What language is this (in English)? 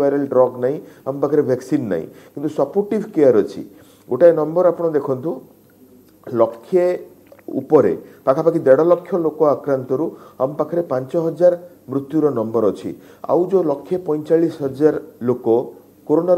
Odia